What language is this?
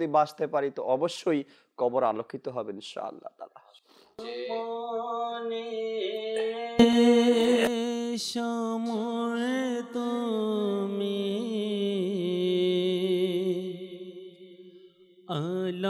Bangla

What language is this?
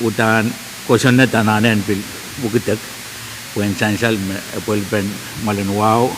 Pohnpeian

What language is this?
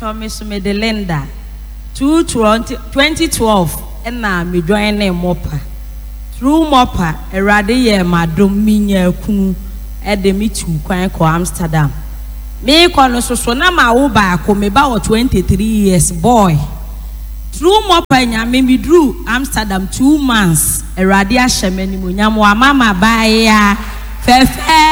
Akan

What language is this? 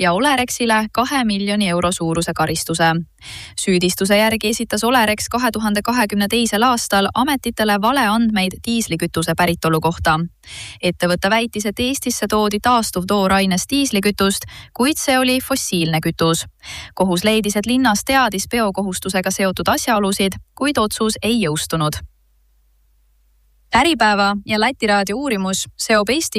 Estonian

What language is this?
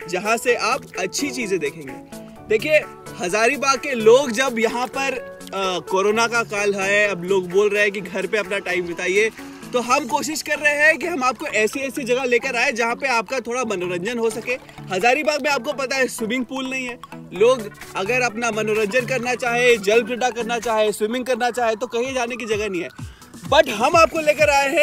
Hindi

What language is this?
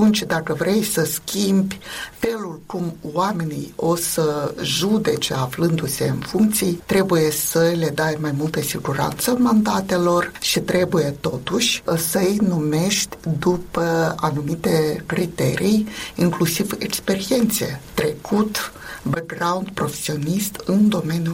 Romanian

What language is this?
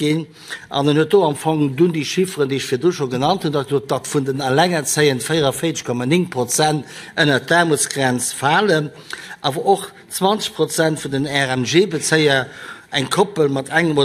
Luxembourgish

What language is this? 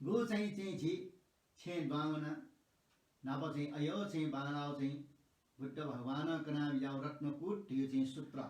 Newari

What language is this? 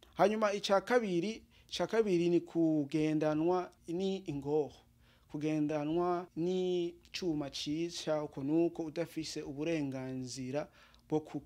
Rundi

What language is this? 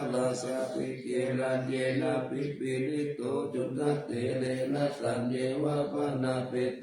Pali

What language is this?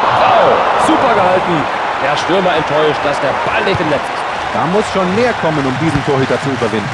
Bavarian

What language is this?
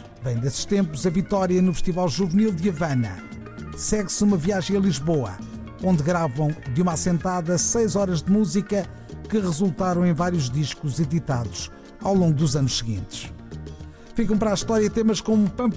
Portuguese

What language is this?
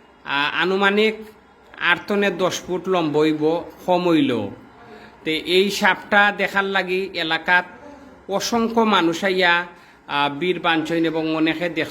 Sylheti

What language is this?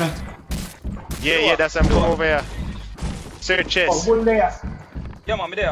Jamaican Creole English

